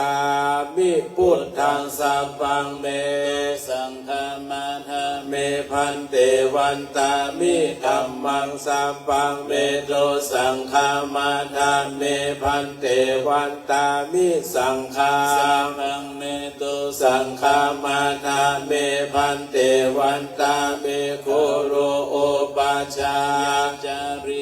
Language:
Pali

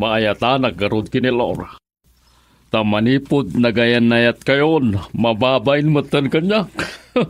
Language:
Iloko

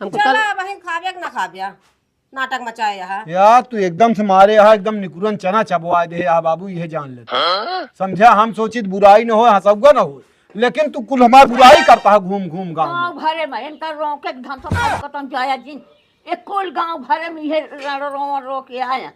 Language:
Awadhi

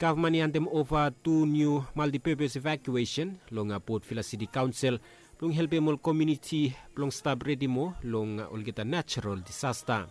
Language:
Bislama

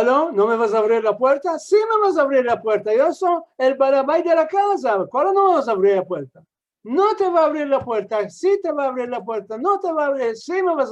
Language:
Ladino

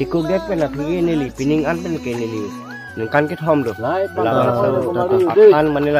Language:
Karbi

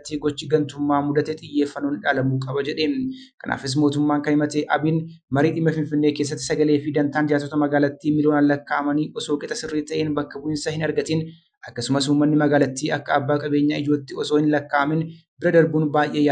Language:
Oromo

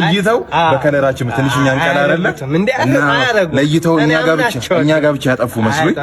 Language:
Amharic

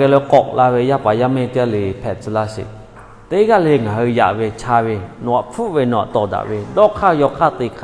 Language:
Lahu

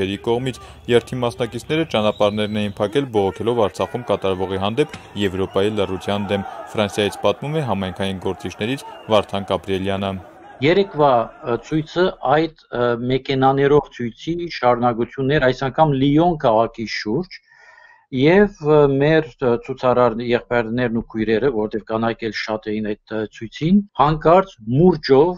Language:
Armenian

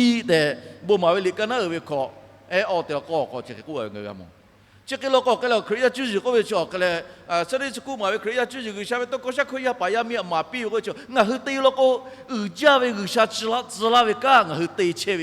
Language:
Lahu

